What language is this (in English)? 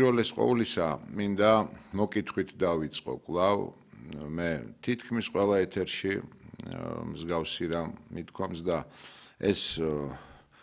Georgian